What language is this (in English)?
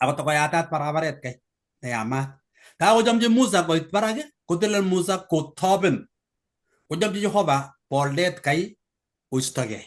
Kalenjin